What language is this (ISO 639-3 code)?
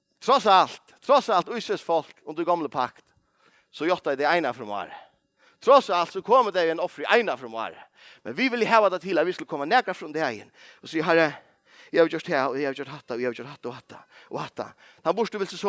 fao